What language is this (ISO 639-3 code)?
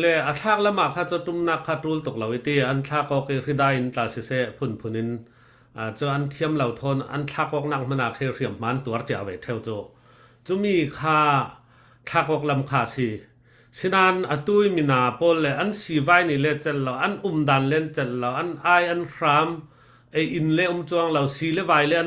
cfm